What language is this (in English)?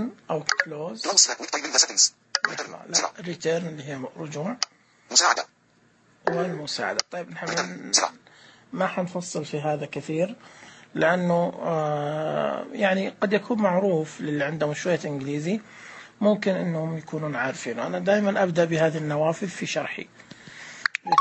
Najdi Arabic